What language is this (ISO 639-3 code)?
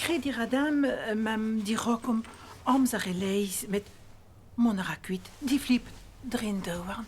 bre